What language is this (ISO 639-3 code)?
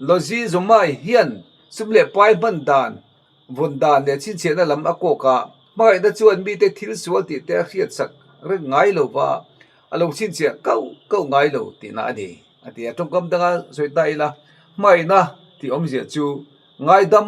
lus